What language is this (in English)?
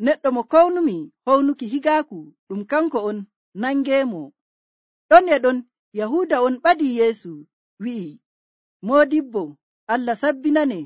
Nigerian Fulfulde